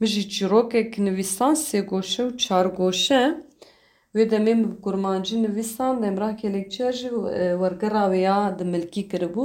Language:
Kurdish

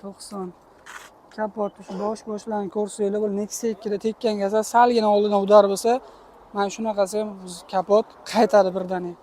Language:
Uzbek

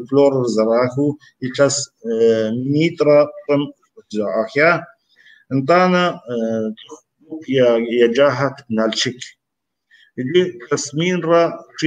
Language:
Kabardian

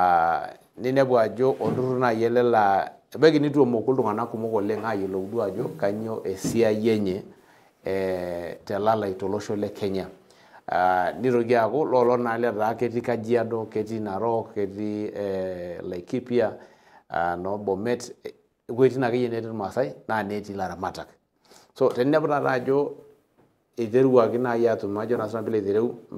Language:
Masai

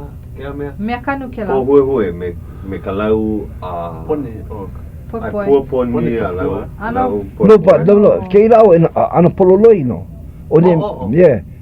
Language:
Hawaiian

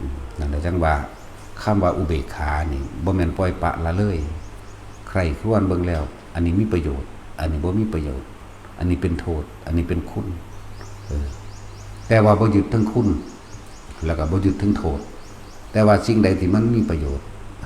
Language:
Lao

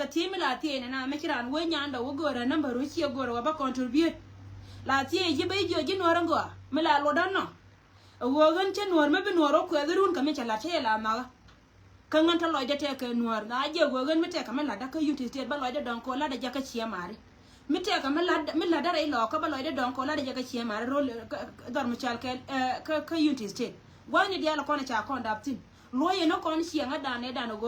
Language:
Nuer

